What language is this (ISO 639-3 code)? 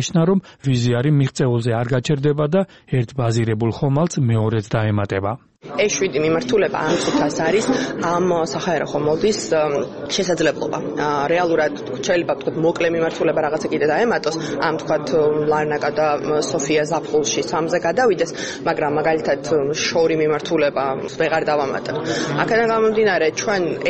kat